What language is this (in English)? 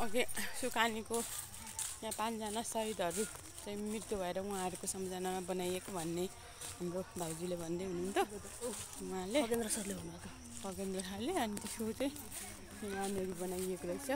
Nepali